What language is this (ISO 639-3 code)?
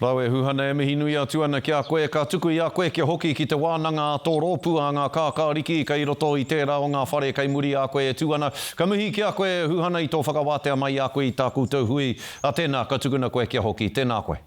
mri